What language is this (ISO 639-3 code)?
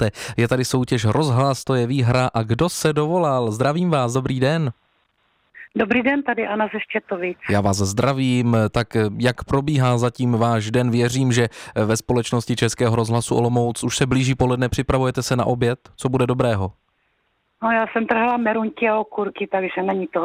ces